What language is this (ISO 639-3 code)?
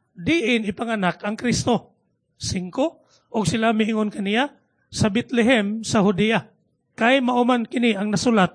ceb